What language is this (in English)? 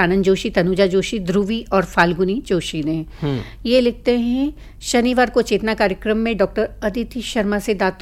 Hindi